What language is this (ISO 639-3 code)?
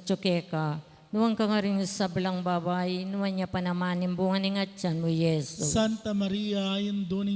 pam